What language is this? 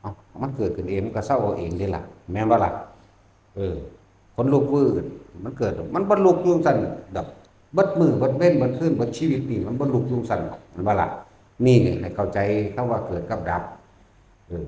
Northeastern Thai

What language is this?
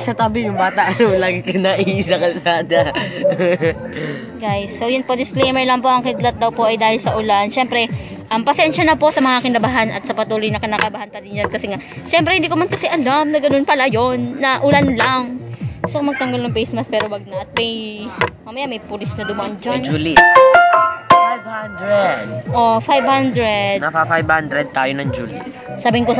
Filipino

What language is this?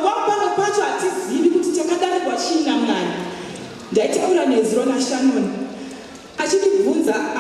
Shona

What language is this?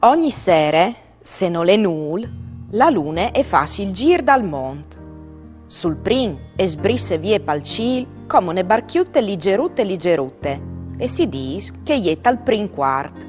Friulian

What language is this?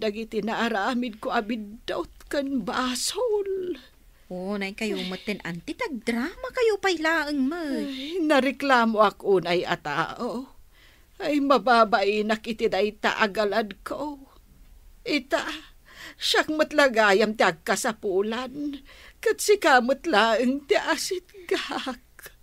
Iloko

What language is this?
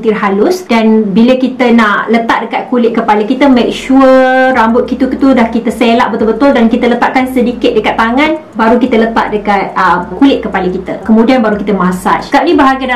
Malay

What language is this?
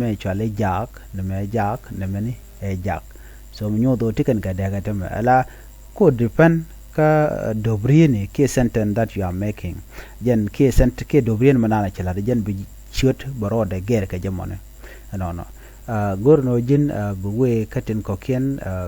Nuer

